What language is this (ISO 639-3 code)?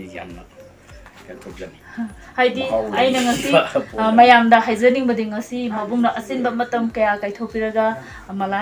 mni